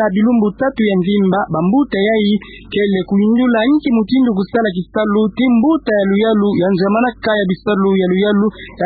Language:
Kituba (Democratic Republic of Congo)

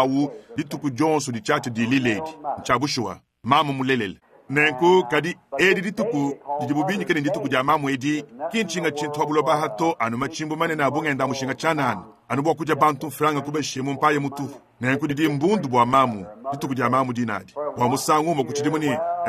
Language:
Luba-Lulua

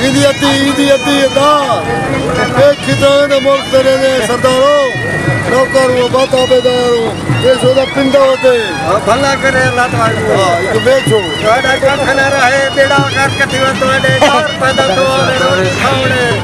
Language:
Saraiki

